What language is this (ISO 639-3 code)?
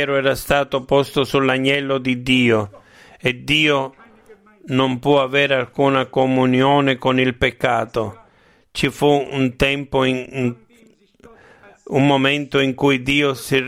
ita